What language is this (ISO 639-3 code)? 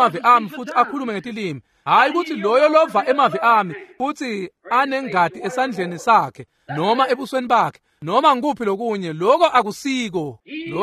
ssw